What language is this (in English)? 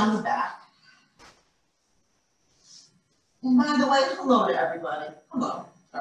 English